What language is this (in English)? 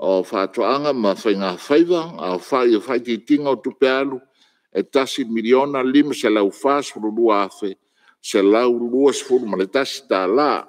Samoan